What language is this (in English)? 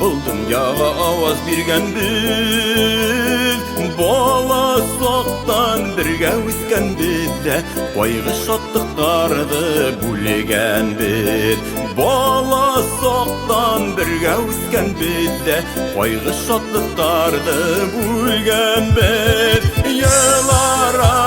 Bashkir